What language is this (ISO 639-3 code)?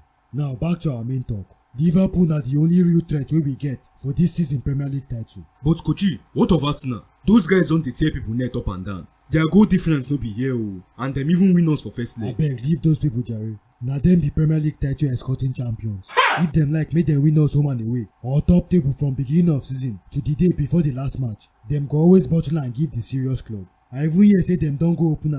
pcm